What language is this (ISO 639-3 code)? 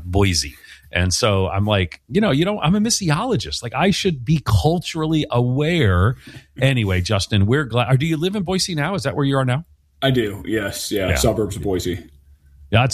eng